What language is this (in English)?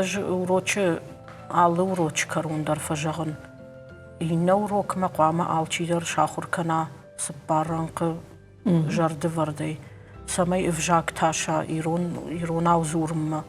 Ossetic